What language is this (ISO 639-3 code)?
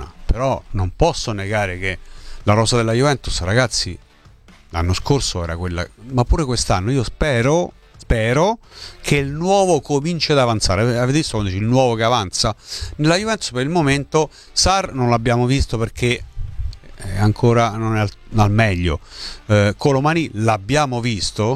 ita